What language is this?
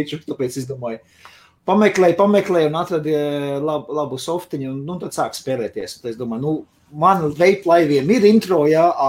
Latvian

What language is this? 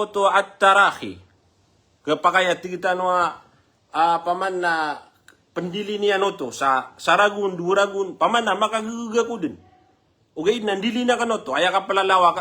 Maranao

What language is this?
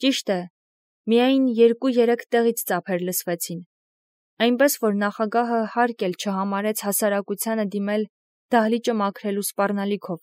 Armenian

